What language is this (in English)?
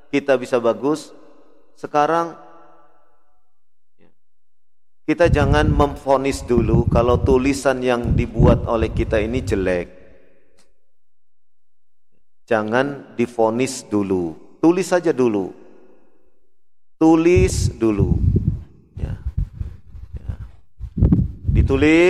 Indonesian